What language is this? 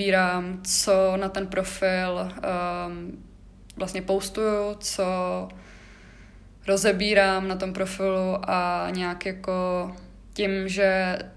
Czech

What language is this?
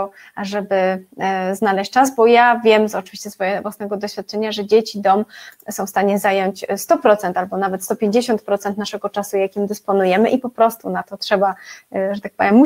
Polish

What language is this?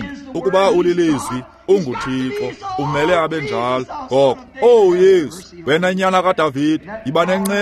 Xhosa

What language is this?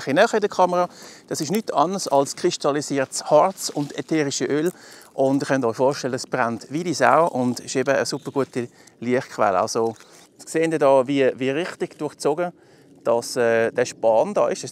Swiss German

